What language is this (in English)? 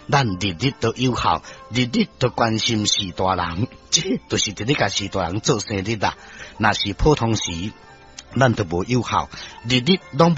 Min Nan Chinese